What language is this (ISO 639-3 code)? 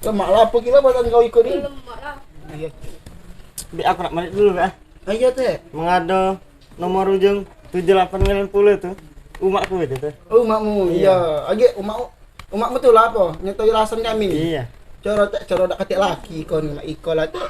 mui